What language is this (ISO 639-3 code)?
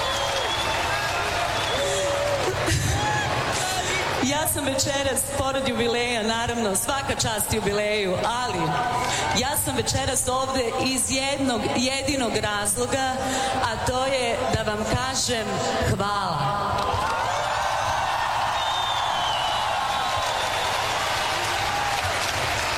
srp